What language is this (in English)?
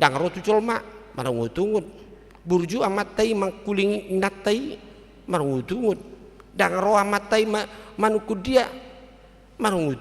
Batak Toba